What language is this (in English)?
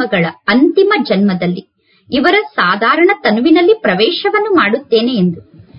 Kannada